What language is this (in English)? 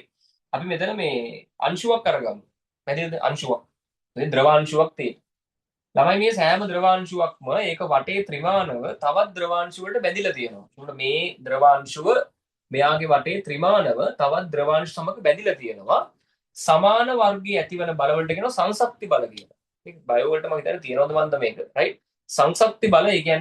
Sinhala